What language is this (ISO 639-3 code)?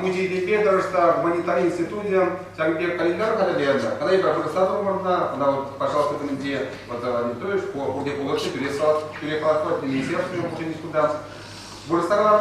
chv